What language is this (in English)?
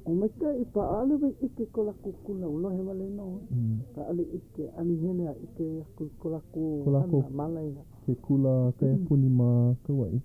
Hawaiian